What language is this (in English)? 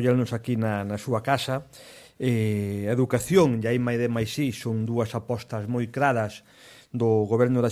Galician